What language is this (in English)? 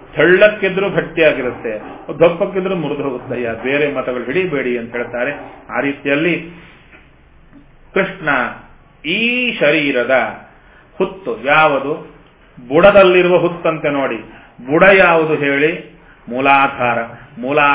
Kannada